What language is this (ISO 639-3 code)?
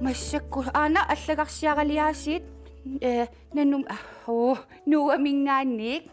kal